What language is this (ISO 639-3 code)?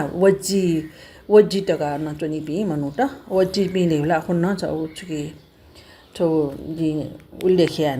new